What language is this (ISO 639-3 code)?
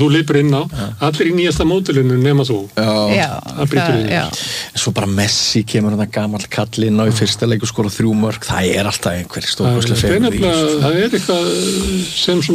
isl